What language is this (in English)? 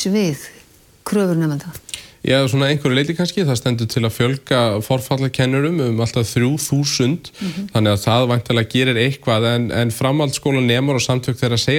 Icelandic